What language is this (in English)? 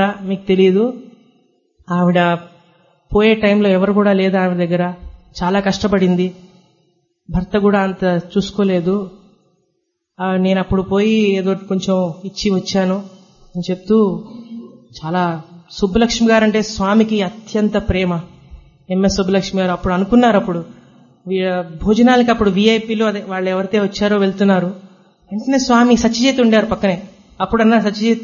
Telugu